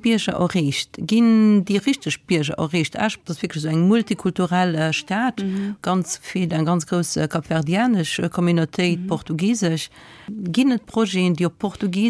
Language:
Luxembourgish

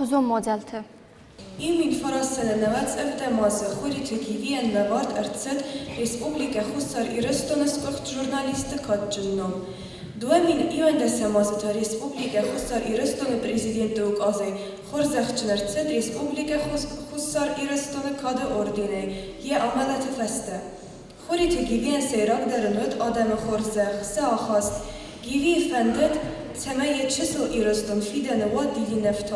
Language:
Ossetic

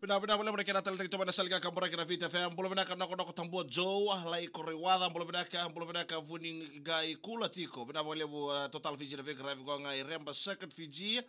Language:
Fijian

